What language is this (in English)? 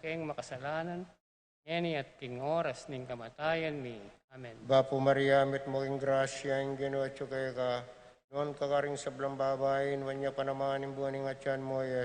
Pampanga